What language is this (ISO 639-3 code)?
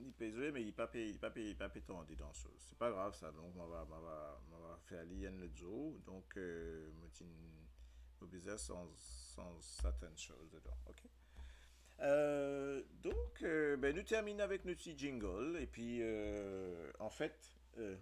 mfe